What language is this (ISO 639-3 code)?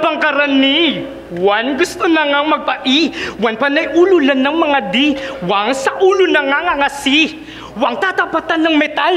fil